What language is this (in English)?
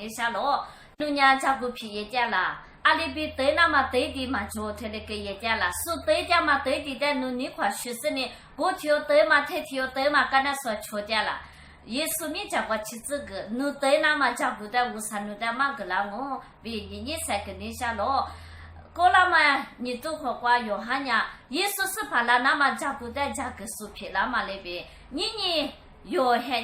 Lisu